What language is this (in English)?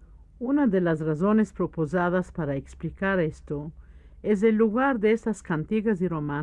Ladino